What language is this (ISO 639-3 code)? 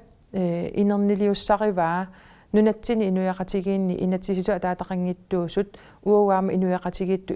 kal